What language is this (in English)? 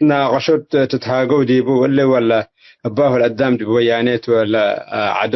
Tigre